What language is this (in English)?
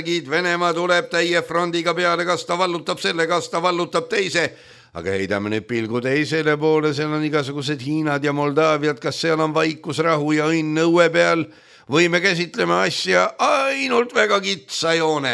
Estonian